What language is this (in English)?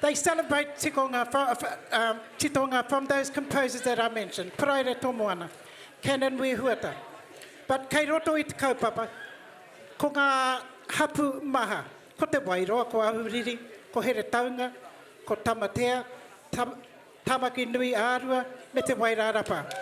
Māori